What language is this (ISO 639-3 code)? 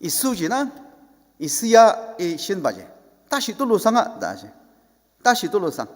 njo